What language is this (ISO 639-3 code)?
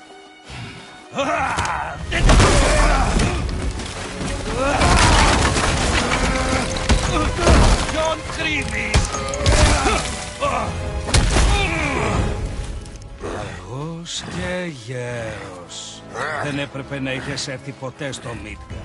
ell